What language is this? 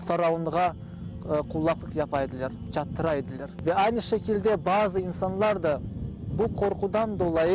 Crimean Tatar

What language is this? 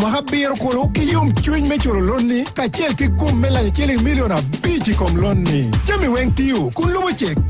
Acoli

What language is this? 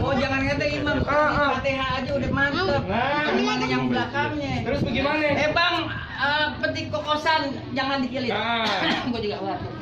Betawi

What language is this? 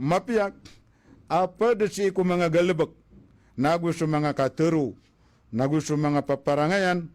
Maranao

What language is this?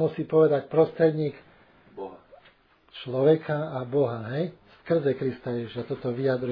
Slovak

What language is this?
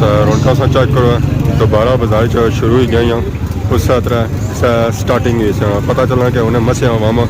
Pahari-Potwari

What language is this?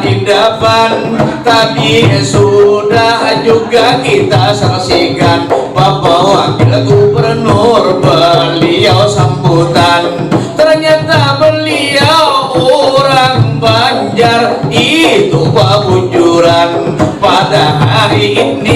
Banjar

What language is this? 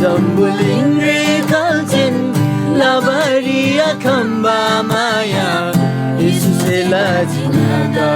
Eastern Tamang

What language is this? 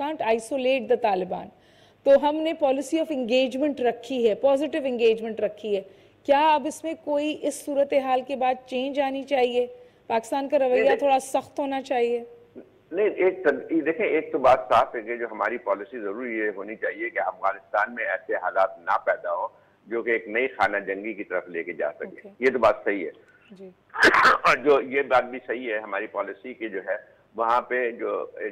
Urdu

